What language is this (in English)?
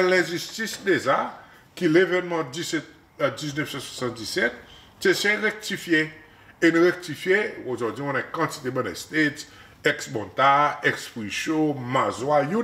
Seselwa Creole French